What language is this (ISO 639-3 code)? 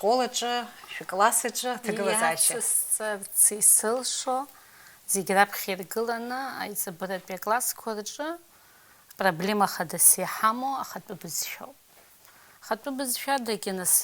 abk